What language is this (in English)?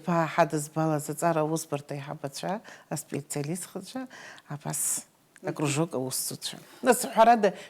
Abkhazian